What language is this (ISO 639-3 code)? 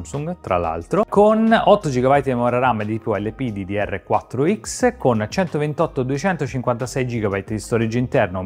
ita